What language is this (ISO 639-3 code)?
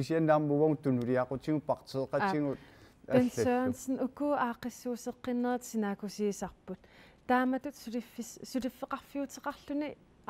kal